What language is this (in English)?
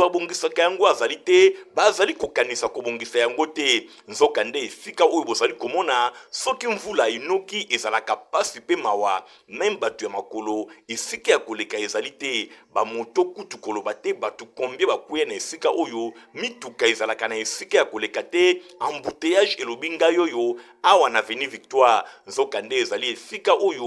Lingala